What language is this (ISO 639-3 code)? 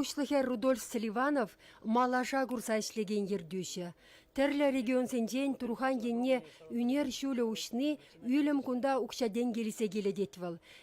chv